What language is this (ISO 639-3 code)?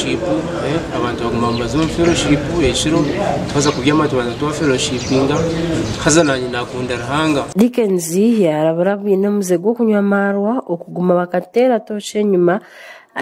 nyn